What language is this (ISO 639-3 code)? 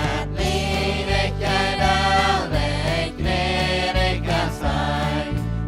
pdt